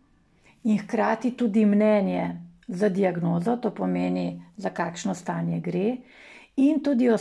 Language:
Slovenian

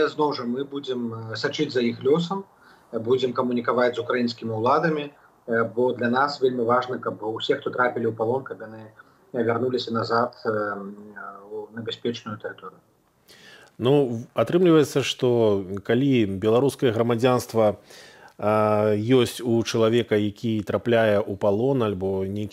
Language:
Belarusian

